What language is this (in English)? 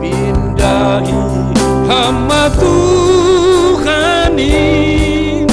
Batak Simalungun